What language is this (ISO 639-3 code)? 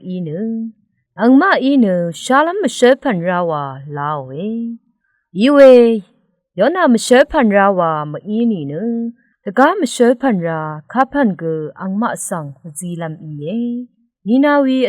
raw